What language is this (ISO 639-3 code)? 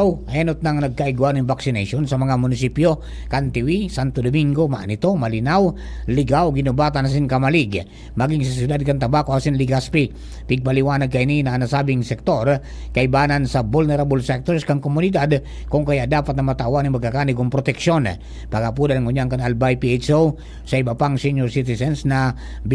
bik